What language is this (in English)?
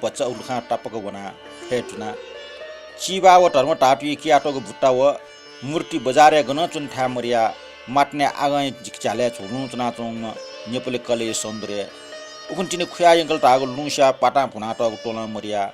Newari